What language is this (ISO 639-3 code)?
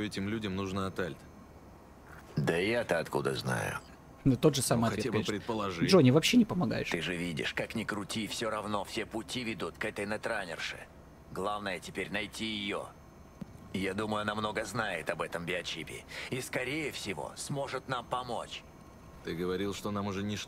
rus